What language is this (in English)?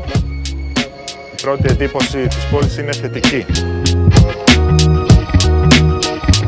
Greek